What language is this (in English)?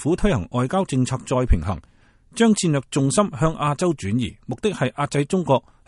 Cantonese